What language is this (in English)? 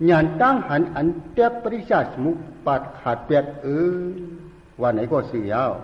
Shan